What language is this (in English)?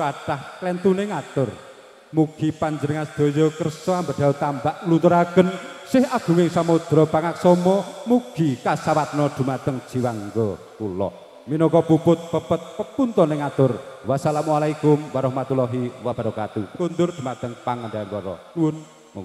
Javanese